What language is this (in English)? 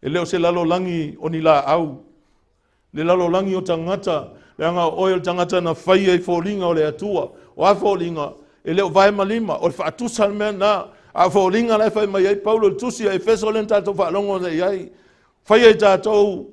Samoan